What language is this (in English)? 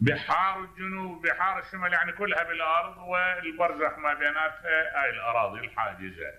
Mesopotamian Arabic